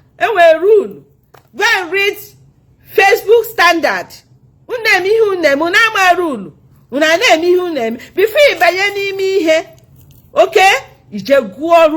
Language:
Igbo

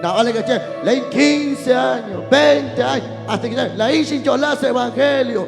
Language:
Kekchí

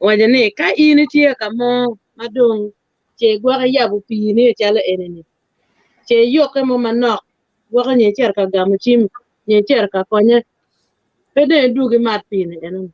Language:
Acoli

